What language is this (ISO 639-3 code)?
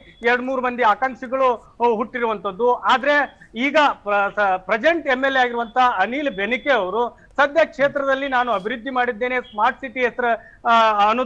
kan